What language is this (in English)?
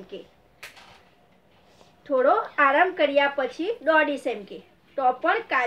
Gujarati